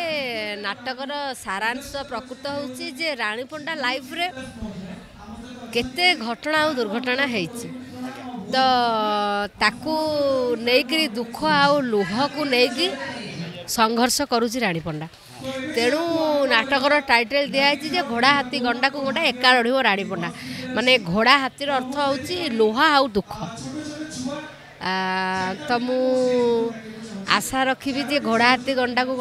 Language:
Odia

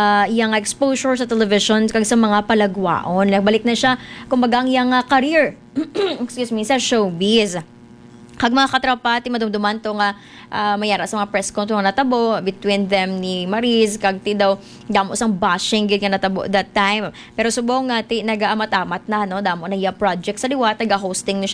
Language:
Hiligaynon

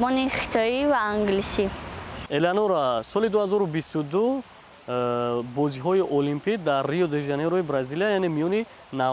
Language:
Tajik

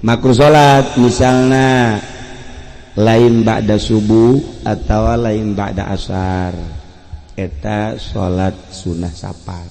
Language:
Sundanese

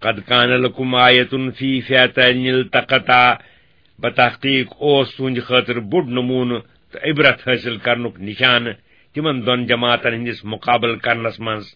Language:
Kashmiri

